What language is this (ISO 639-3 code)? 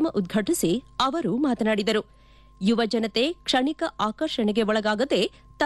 kan